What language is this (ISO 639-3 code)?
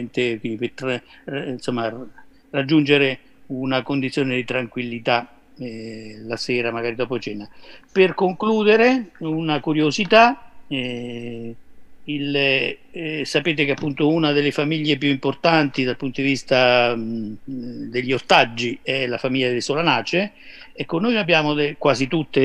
ita